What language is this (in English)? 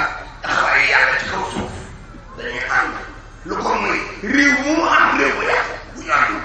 Wolof